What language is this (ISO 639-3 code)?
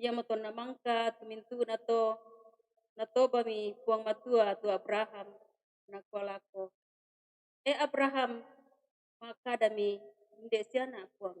sda